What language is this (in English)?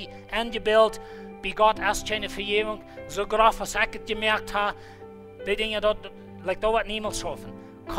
Plautdietsch